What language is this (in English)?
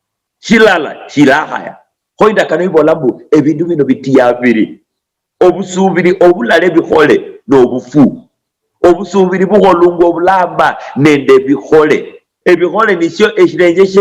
Luyia